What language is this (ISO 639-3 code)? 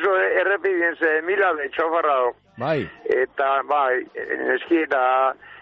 eus